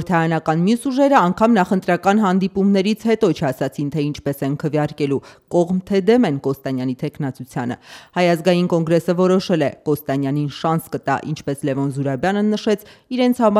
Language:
Armenian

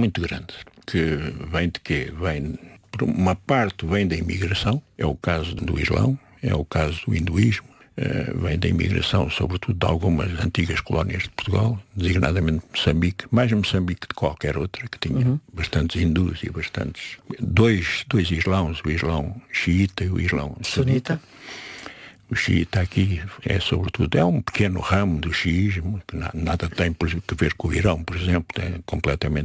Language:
Portuguese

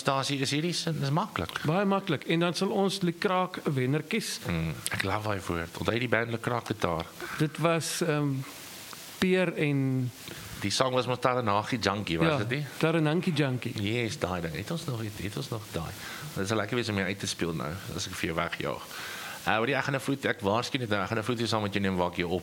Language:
Afrikaans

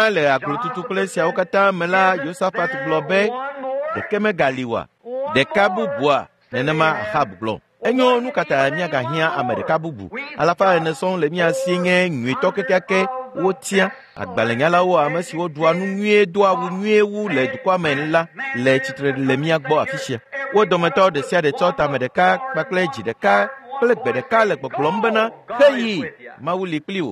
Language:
Ewe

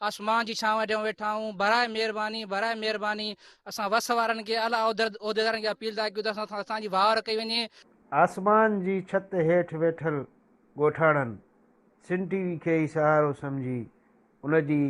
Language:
Sindhi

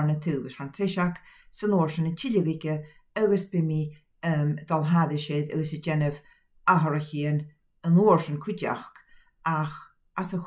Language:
Scottish Gaelic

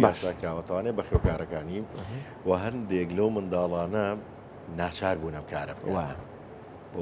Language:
Central Kurdish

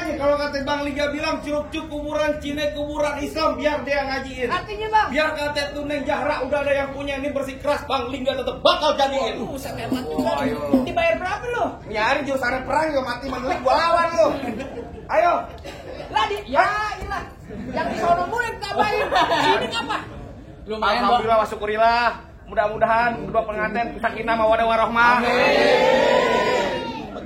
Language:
Betawi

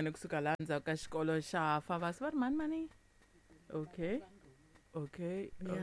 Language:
Tsonga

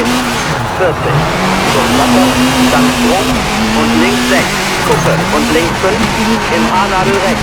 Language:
Bavarian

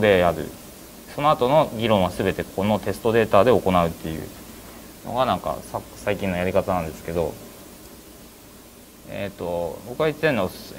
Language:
Japanese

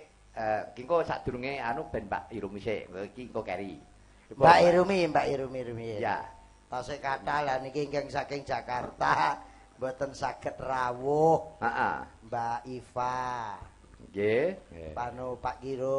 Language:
Javanese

